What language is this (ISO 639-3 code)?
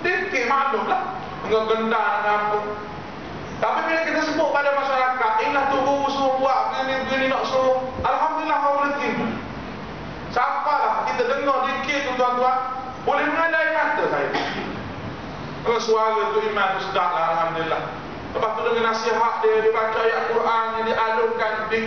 msa